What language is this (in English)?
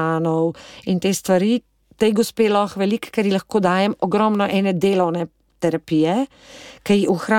Slovenian